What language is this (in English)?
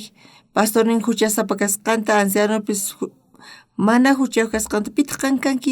South Bolivian Quechua